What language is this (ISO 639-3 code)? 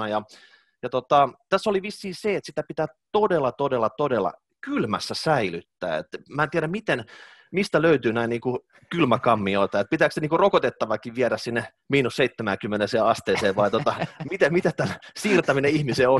fin